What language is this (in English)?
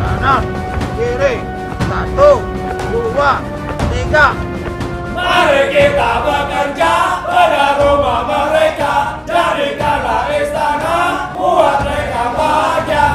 Betawi